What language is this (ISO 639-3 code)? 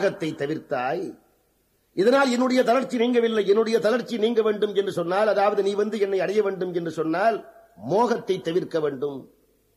tam